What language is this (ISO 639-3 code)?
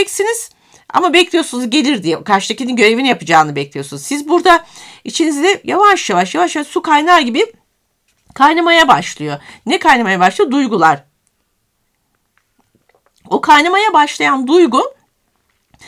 tur